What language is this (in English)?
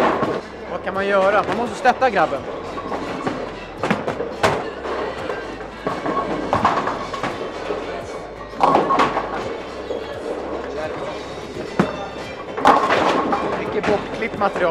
Swedish